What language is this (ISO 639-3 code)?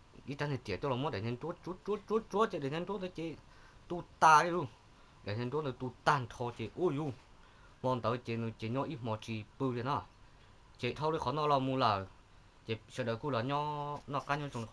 hmn